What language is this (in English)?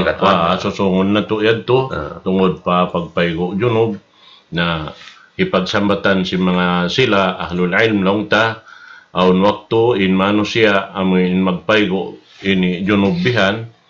Tausug